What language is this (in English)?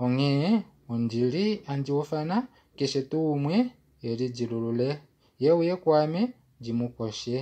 Kuanyama